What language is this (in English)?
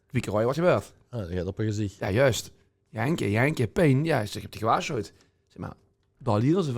Limburgish